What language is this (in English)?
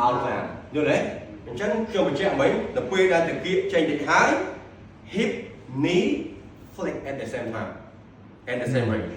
Khmer